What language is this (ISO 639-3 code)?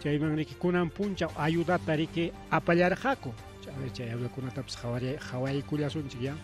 quy